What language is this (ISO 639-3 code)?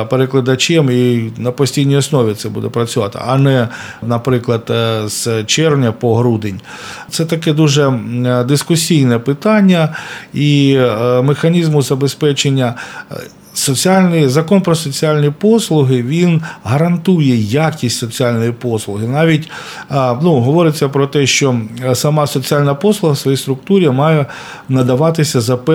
ukr